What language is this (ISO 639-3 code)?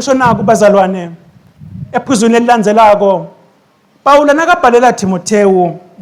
ssw